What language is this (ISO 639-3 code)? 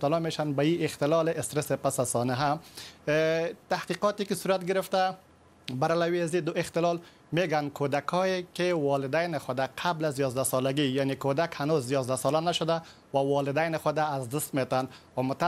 fas